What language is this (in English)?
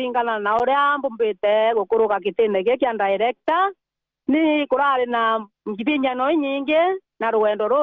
Meru